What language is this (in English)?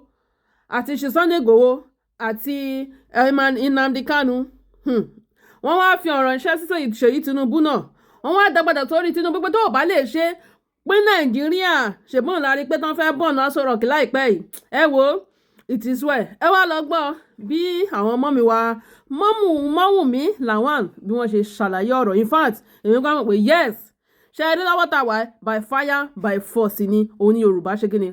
Yoruba